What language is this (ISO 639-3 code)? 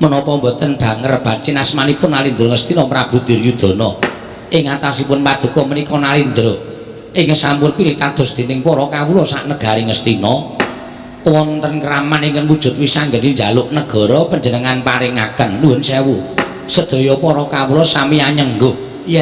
jav